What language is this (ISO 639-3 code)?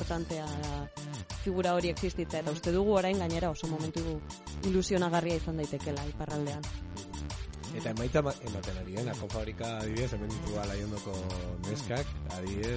eus